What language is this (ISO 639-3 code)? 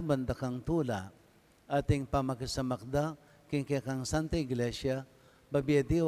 pam